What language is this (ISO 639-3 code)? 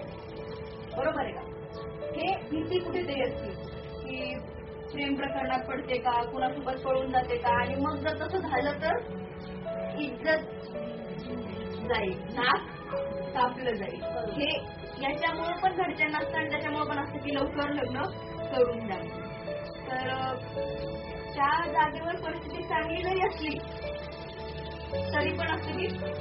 mar